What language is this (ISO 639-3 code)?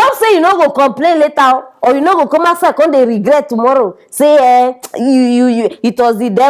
pcm